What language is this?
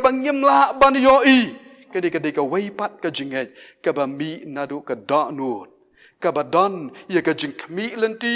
Khasi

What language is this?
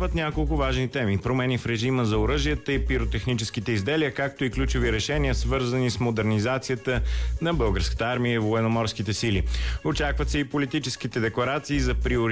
Bulgarian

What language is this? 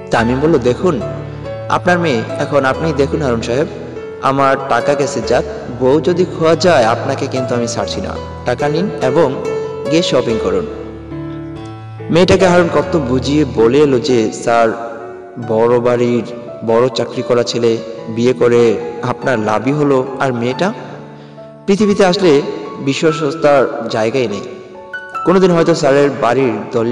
Bangla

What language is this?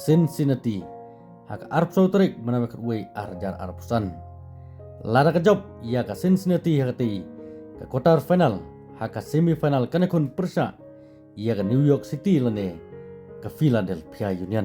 Khasi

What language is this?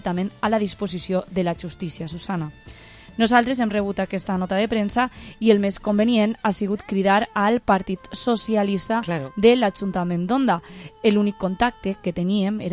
Catalan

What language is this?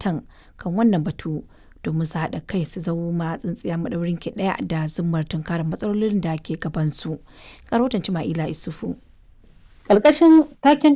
Hausa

